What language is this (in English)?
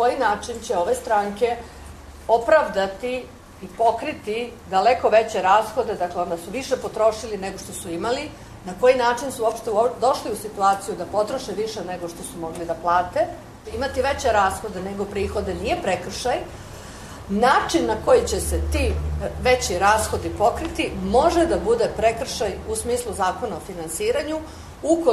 Serbian